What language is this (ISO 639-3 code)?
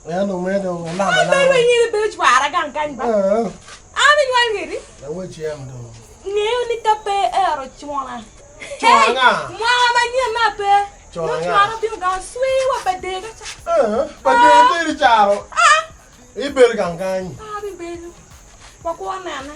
ach